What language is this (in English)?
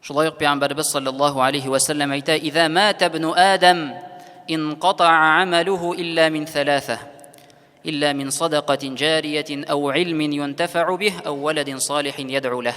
Tatar